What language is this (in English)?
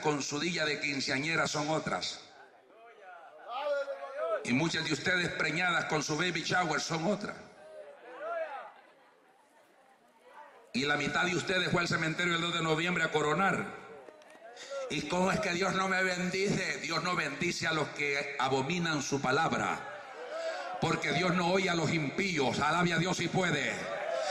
Spanish